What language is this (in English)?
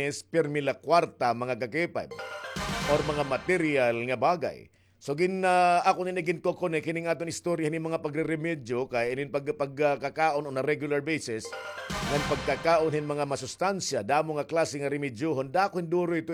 Waray